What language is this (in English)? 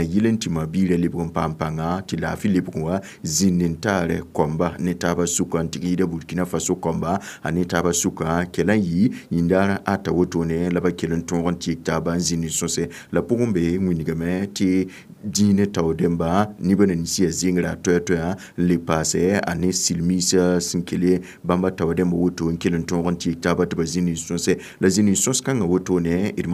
Mossi